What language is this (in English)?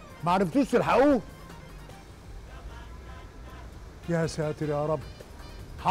Egyptian Arabic